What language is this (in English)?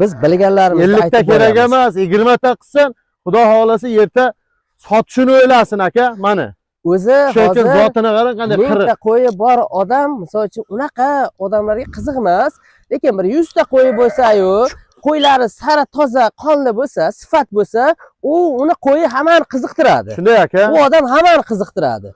Uzbek